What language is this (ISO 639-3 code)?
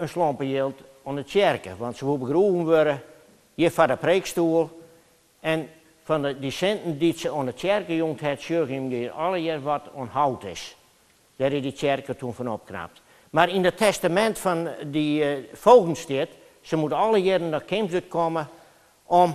fry